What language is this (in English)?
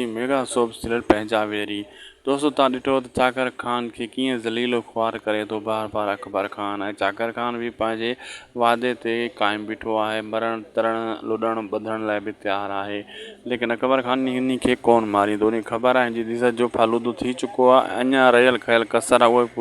Sindhi